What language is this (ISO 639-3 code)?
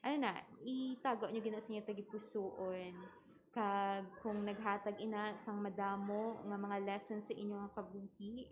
hil